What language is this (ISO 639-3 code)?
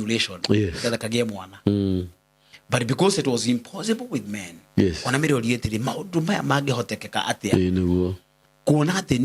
kik